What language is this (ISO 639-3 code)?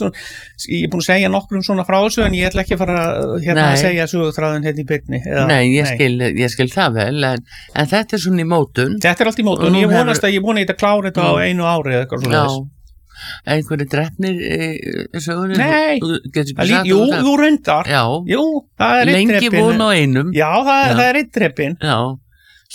isl